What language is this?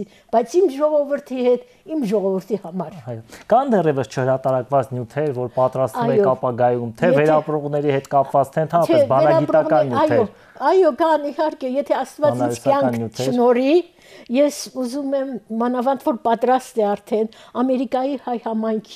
Armenian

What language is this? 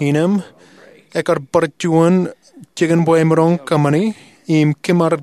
Marshallese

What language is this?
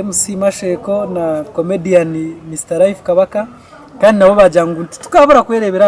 Nyankole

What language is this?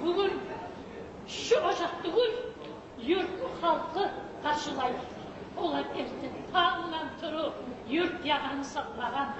Kumyk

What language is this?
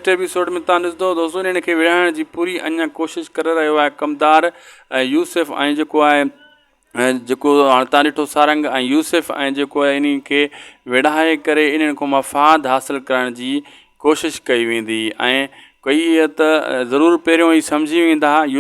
Sindhi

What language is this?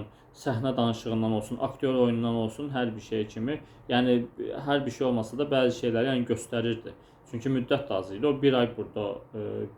Azerbaijani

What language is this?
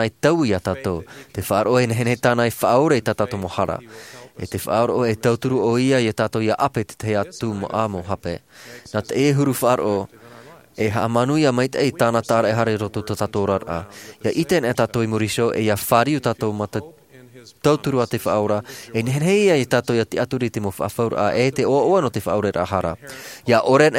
Tahitian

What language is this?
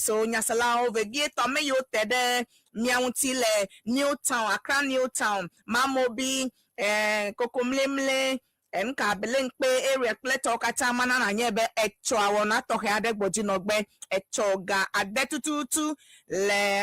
Ewe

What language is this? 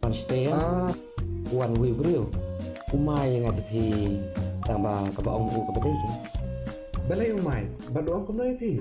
Khasi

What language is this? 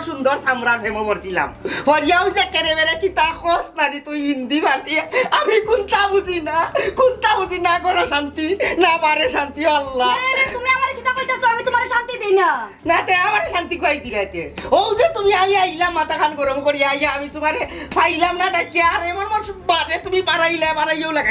Sylheti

